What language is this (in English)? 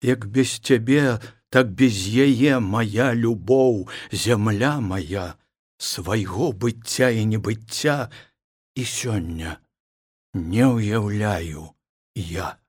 Belarusian